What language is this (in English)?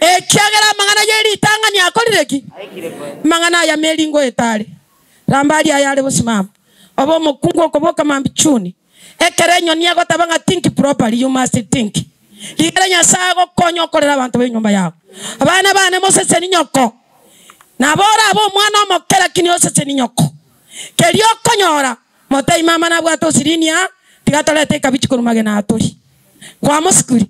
Gusii